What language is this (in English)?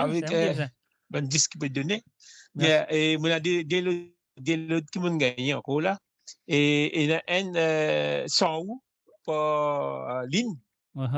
Morisyen